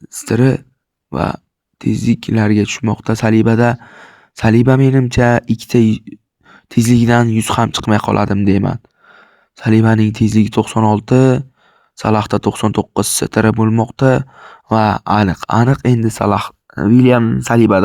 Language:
Uzbek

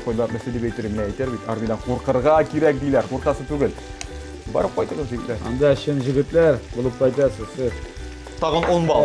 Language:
Tatar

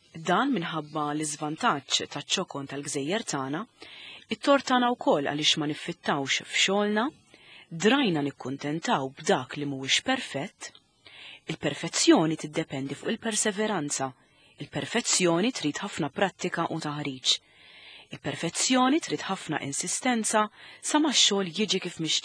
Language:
Maltese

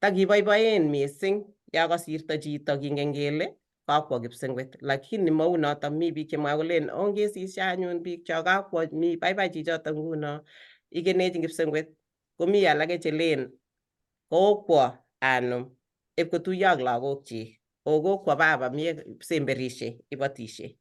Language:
Kalenjin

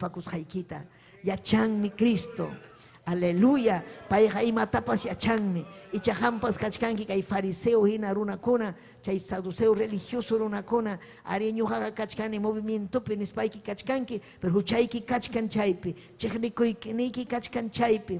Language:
Ayacucho Quechua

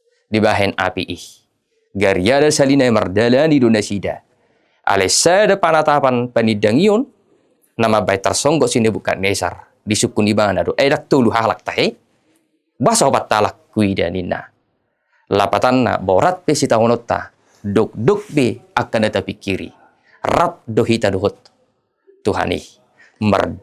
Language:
Batak Toba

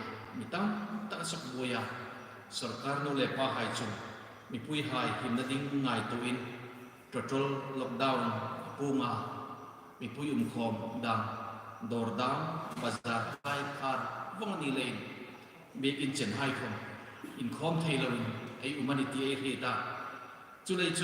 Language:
Hmar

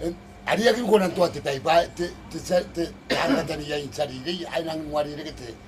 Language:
Gilbertese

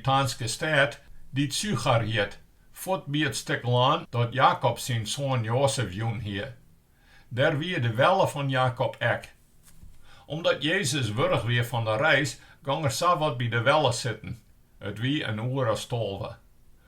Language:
Western Frisian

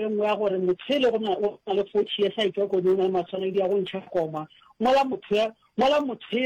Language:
Northern Sotho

